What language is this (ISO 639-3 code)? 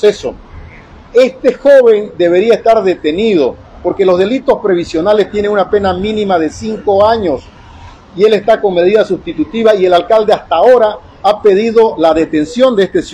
spa